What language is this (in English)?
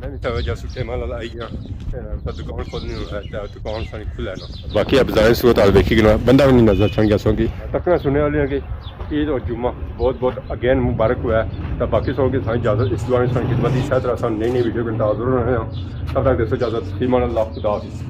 Pahari-Potwari